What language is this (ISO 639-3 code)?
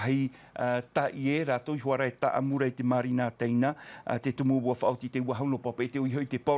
tah